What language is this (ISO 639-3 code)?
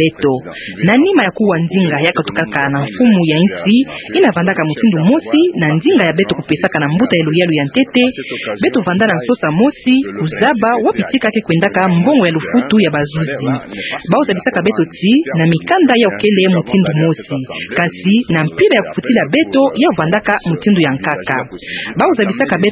ktu